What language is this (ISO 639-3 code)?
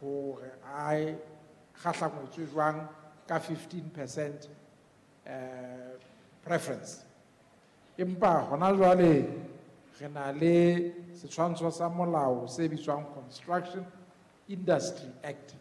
sot